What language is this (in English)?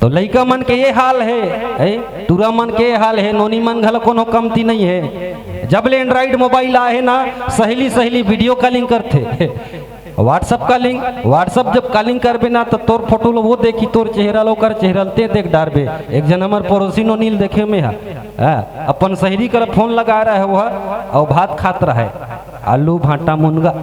Chhattisgarhi